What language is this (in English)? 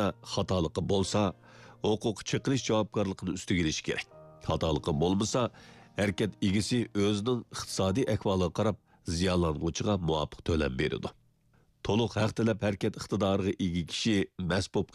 Uyghur